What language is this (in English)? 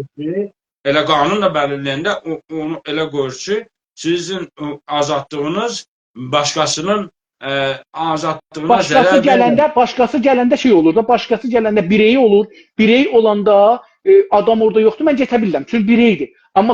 South Azerbaijani